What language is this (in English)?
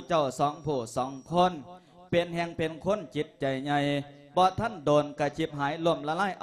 Lao